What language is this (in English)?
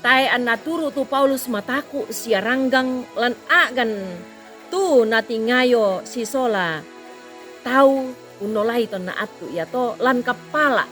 Toraja-Sa'dan